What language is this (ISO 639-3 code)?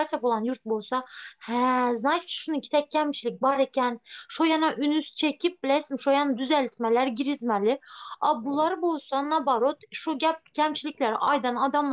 tuk